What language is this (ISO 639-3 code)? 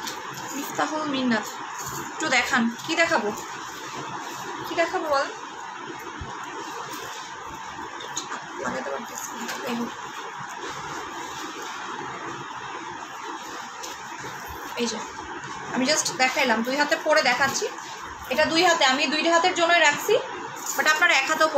ben